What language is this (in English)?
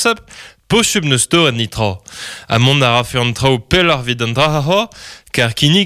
Breton